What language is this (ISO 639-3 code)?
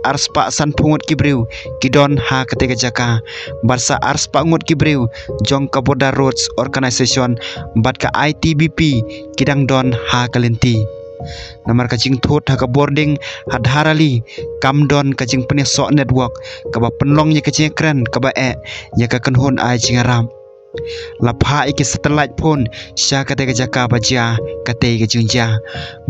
kha